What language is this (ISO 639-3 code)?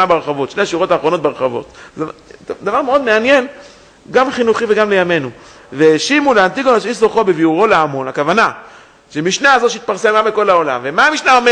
heb